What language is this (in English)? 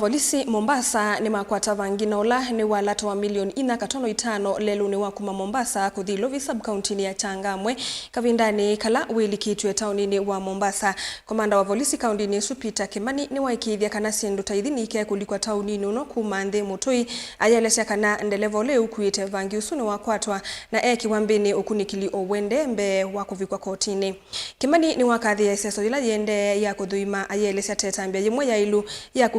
Kamba